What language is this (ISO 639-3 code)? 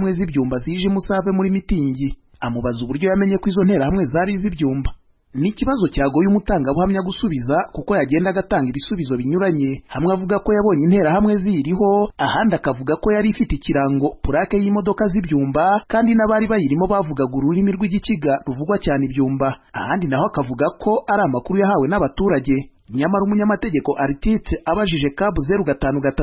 kin